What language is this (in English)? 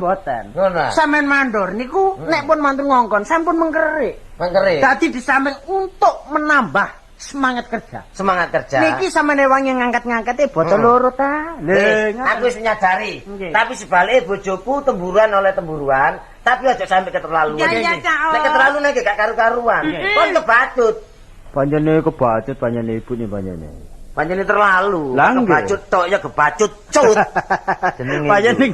Javanese